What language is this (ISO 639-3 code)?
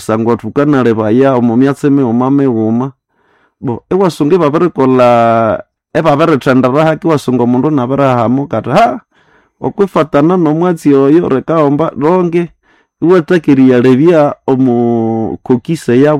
nnb